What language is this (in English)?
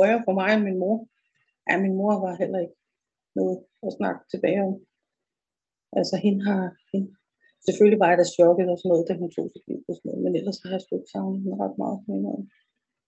Danish